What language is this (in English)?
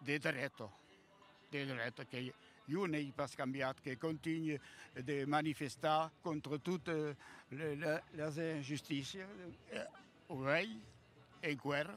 Occitan